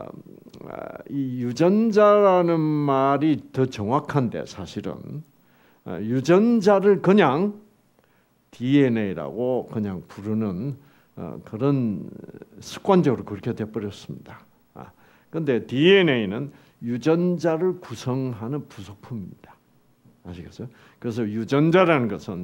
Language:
Korean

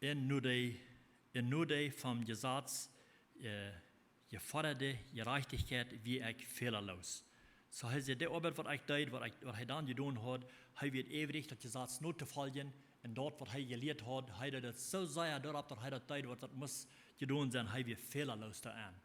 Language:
Plautdietsch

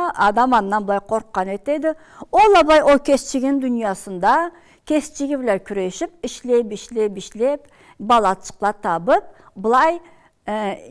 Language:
Karachay-Balkar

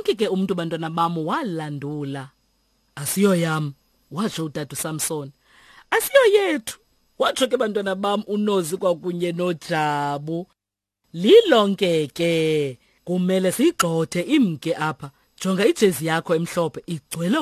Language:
Xhosa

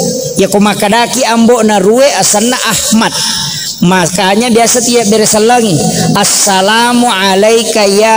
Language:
Buginese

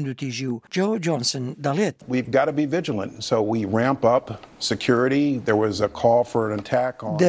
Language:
Central Kurdish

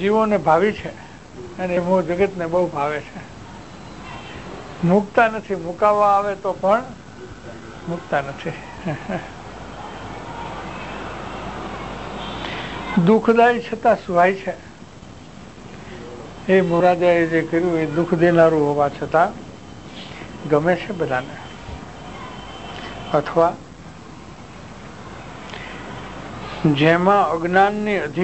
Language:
Gujarati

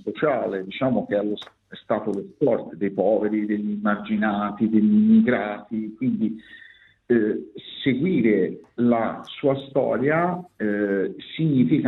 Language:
Italian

